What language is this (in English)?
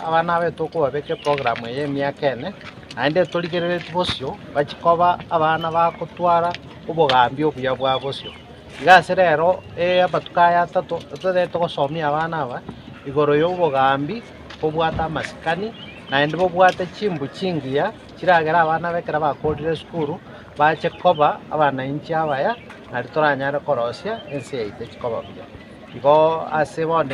Gusii